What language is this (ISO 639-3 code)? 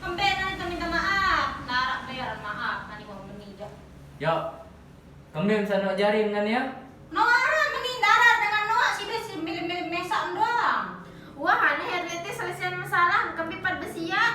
sas